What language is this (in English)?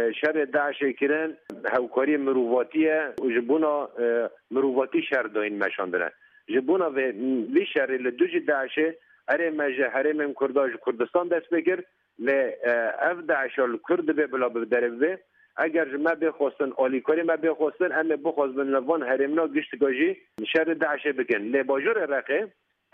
Kurdish